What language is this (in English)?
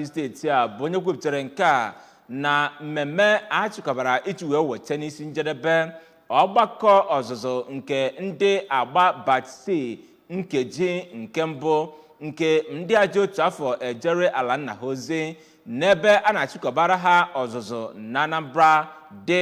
Igbo